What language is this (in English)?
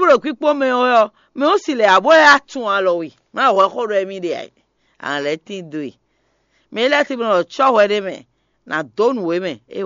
Fon